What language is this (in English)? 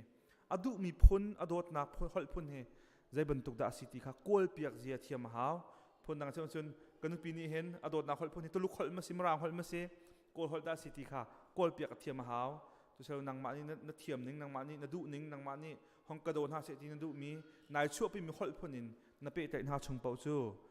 Hakha Chin